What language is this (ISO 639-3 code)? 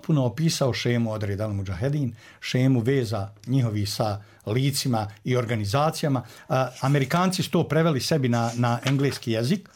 bos